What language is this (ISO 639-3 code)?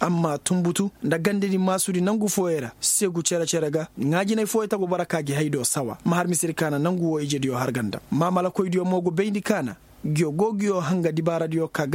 ses